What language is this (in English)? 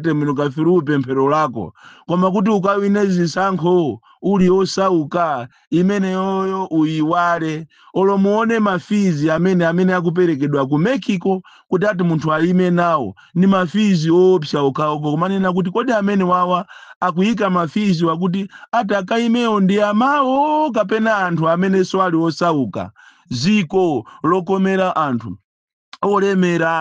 Nyanja